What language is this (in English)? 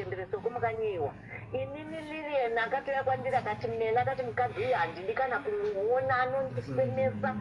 Shona